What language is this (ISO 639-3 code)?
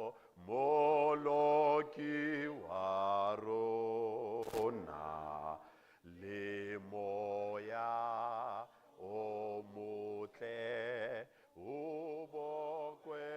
sot